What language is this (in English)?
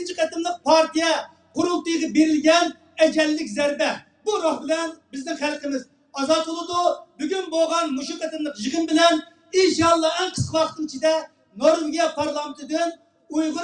Uyghur